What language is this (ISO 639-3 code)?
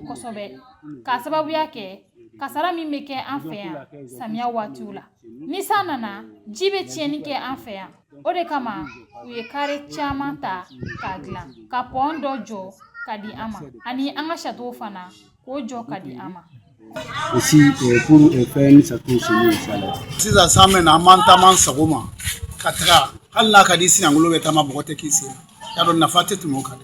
bam